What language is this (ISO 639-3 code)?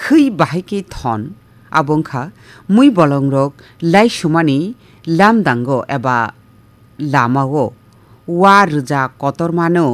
trp